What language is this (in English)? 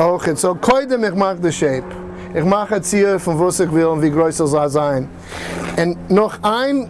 Yiddish